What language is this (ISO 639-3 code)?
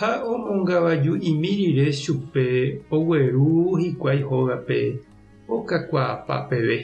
grn